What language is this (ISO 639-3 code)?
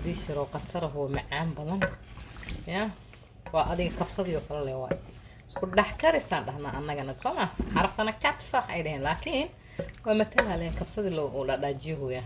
som